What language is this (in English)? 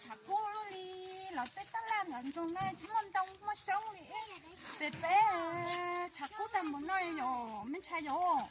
Hmong